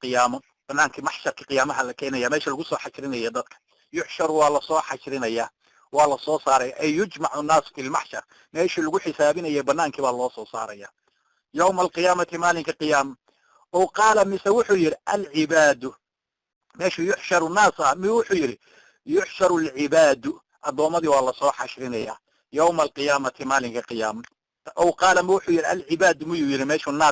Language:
Somali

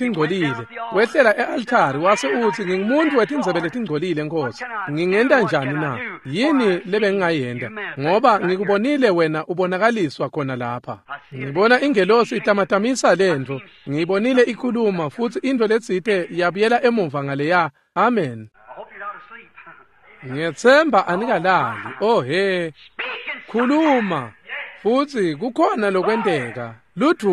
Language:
Swati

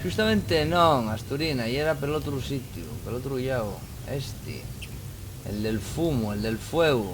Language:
Asturian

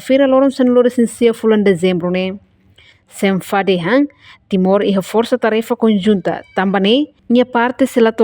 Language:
Tetum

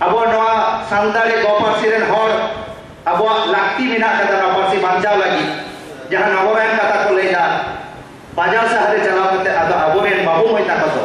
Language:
Santali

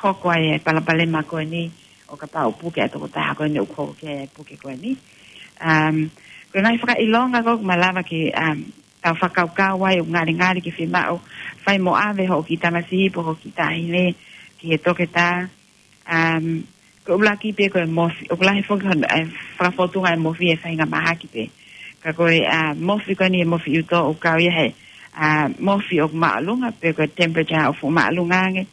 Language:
Tongan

